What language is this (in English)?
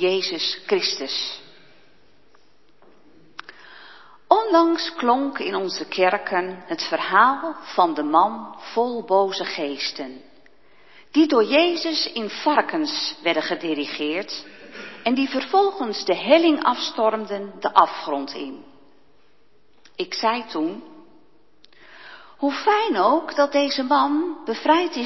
Dutch